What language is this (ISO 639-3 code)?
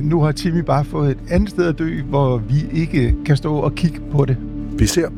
dan